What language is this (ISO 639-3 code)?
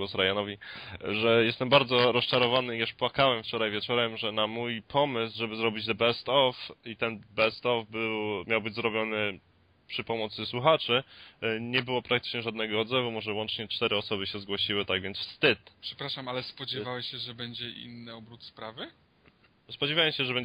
pol